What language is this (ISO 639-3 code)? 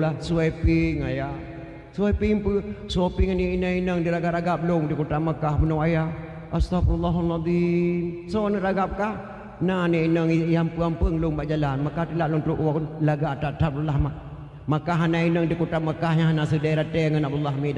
ace